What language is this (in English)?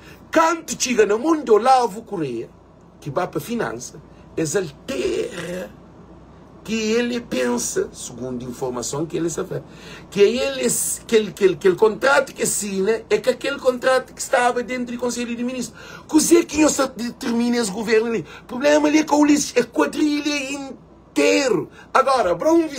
Kabuverdianu